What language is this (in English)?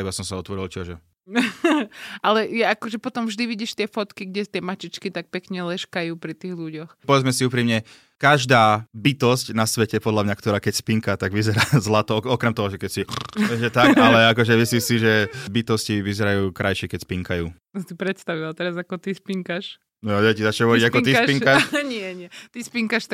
Slovak